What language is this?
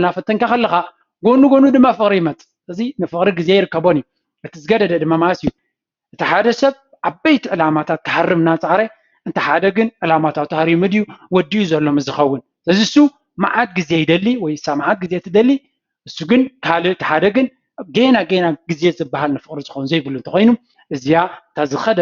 Tigrinya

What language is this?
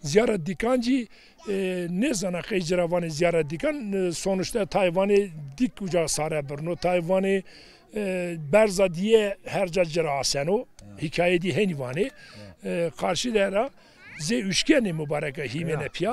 Zaza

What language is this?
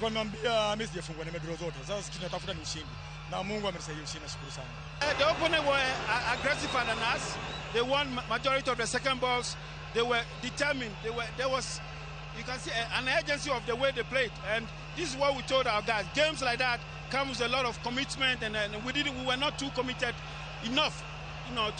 Luo (Kenya and Tanzania)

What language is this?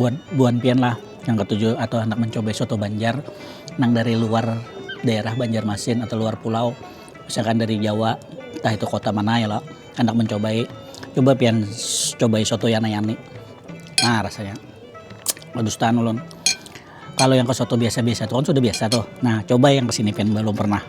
Banjar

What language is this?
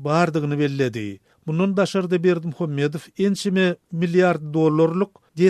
Turkmen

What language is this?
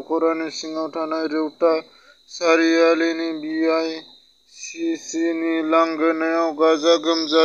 Bodo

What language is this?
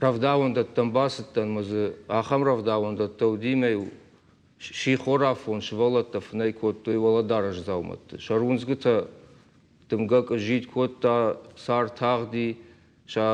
Ossetic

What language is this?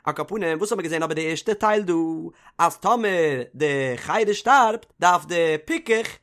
Yiddish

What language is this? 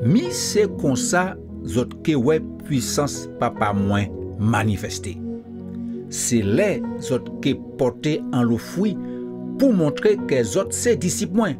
Guadeloupean Creole French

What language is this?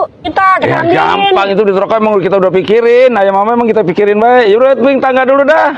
Betawi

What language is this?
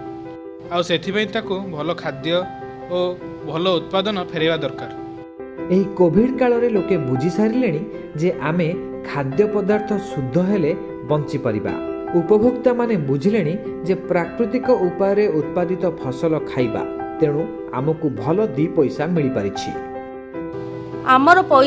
Odia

